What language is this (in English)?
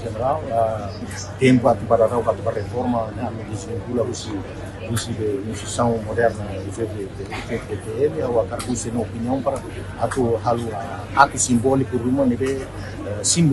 Tetum